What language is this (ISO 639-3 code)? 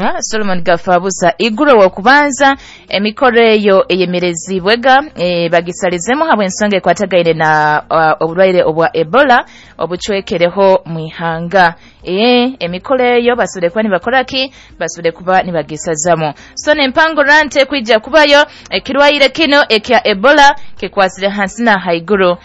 nyo